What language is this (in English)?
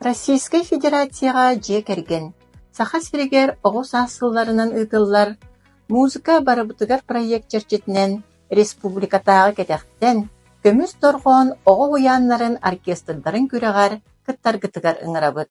Yakut